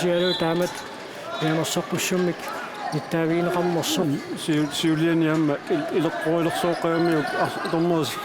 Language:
Kalaallisut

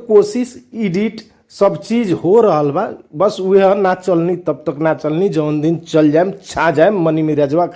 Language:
Bhojpuri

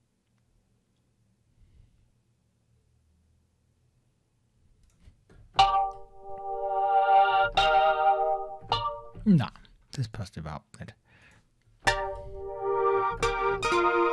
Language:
German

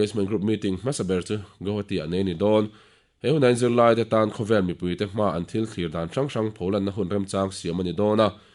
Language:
Mizo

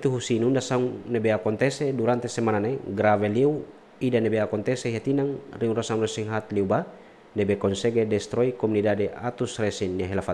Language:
Tetum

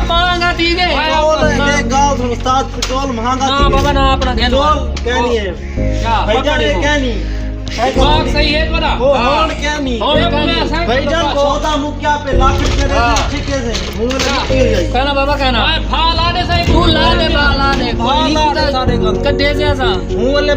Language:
Saraiki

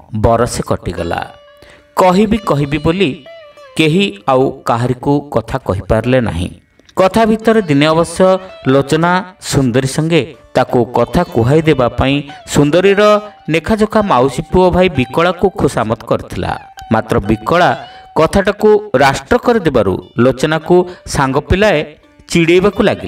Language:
Odia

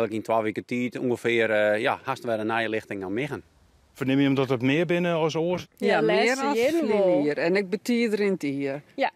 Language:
Western Frisian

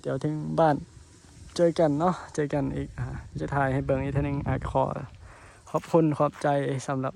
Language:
Northeastern Thai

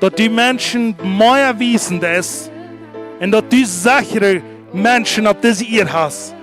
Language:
Plautdietsch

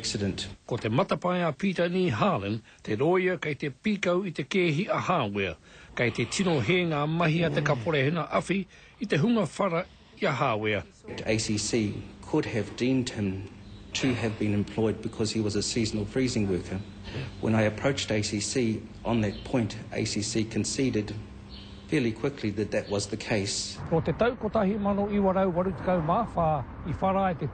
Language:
Māori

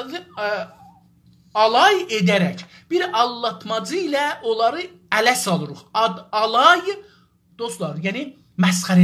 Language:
South Azerbaijani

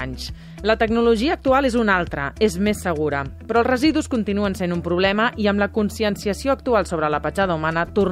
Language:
Catalan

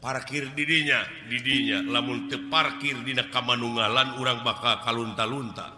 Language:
Sundanese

